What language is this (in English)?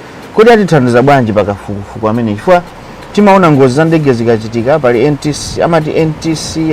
Nyanja